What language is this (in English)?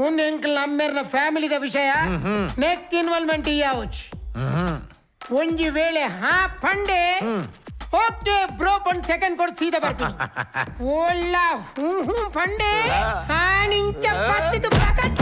Tulu